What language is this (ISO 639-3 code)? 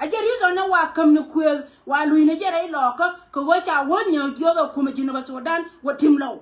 nus